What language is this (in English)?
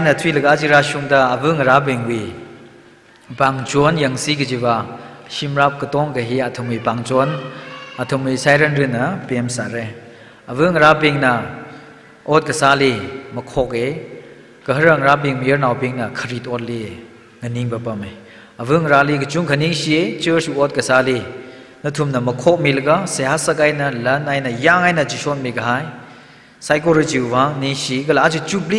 Tangkhul Naga (India)